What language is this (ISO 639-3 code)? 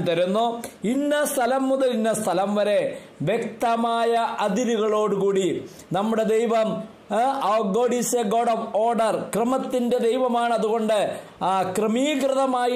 mal